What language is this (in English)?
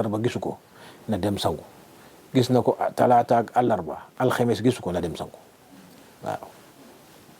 Wolof